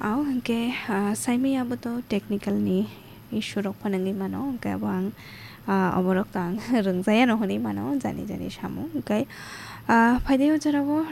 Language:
Kok Borok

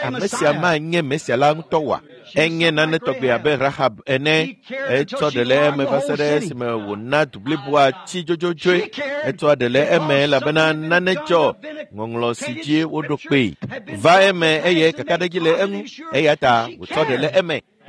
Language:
Ewe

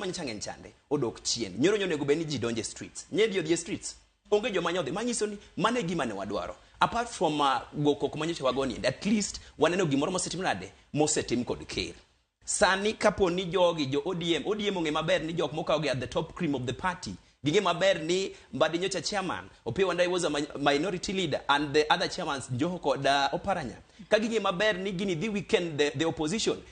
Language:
Luo (Kenya and Tanzania)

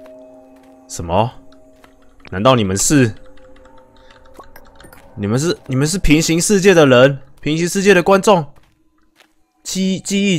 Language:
Chinese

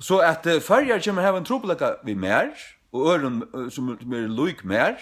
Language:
Faroese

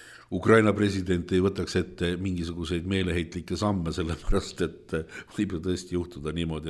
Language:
Estonian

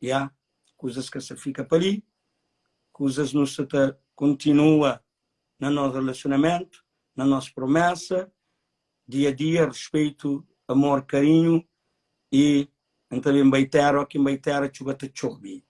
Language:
Kabuverdianu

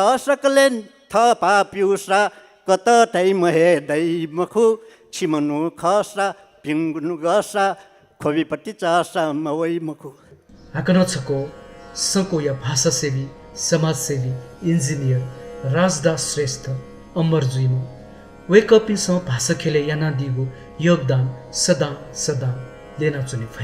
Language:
Newari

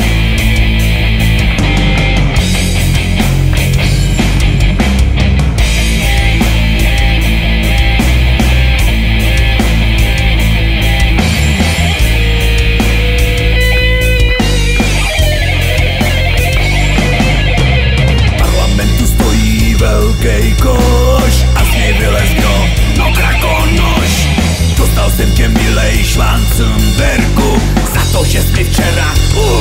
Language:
Czech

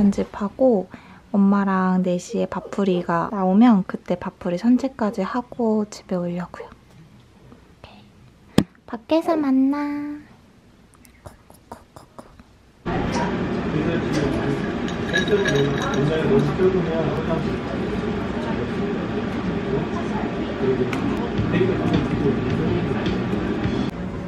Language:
Korean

